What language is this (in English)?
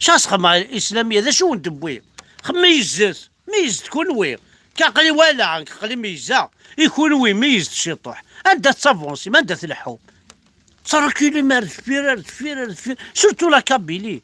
Kabyle